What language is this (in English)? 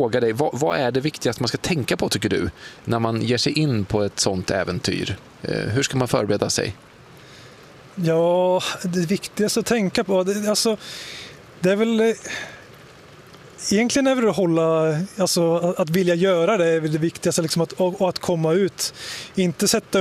Swedish